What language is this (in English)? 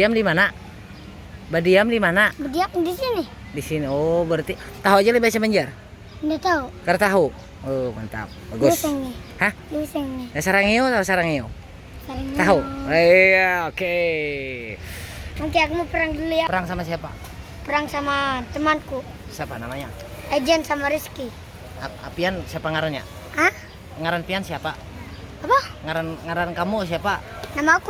Banjar